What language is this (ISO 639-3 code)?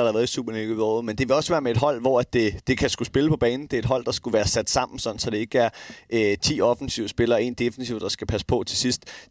dan